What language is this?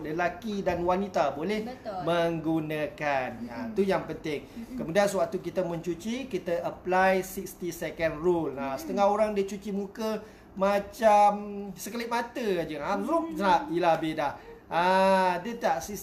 Malay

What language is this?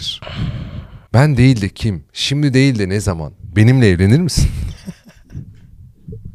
Turkish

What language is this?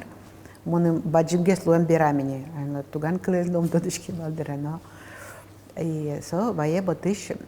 Udmurt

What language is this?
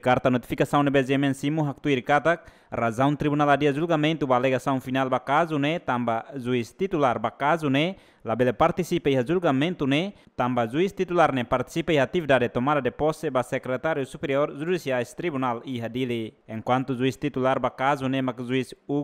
Tetum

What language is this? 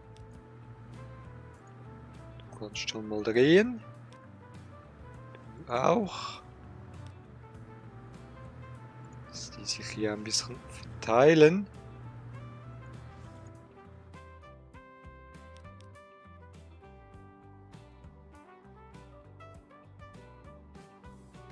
German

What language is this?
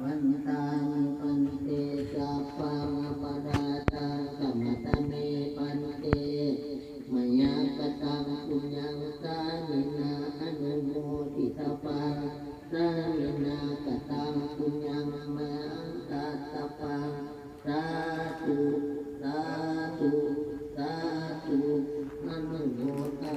Pali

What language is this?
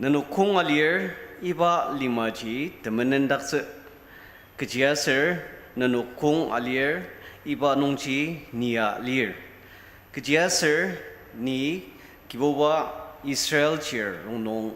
Ao Naga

